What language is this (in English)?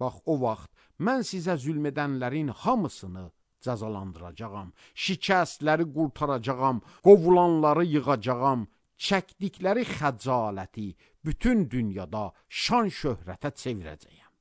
Azerbaijani